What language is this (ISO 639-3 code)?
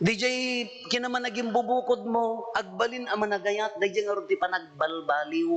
ilo